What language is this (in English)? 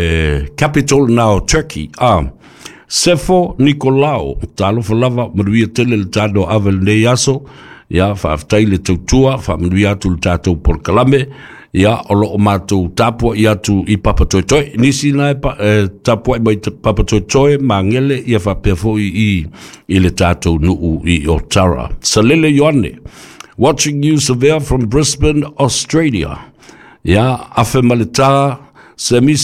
Samoan